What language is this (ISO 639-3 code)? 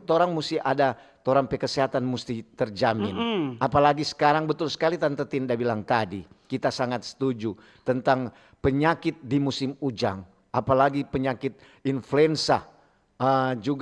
xmm